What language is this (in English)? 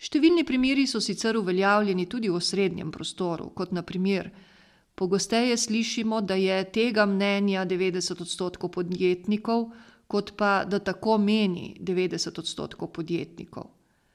Slovenian